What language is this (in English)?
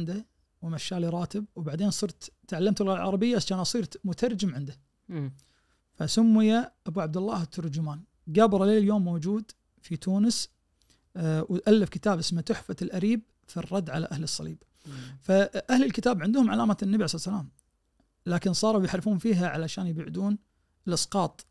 Najdi Arabic